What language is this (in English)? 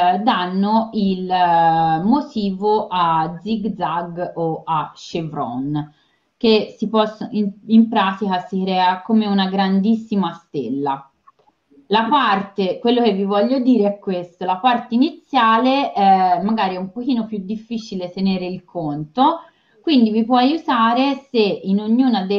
Italian